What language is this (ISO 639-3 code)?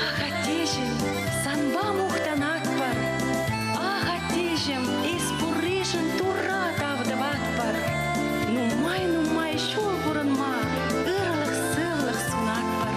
chv